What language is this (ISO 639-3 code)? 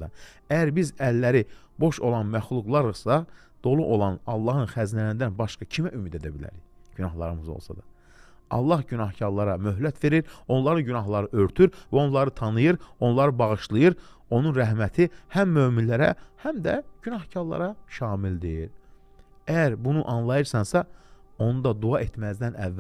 aze